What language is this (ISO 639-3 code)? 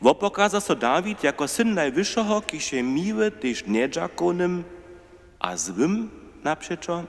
hsb